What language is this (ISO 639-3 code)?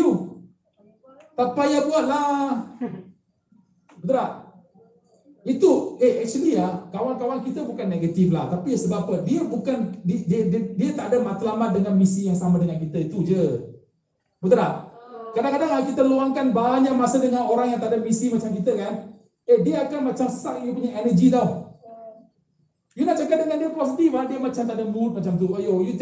msa